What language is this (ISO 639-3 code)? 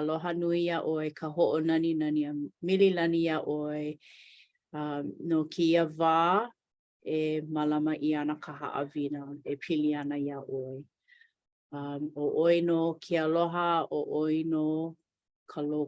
haw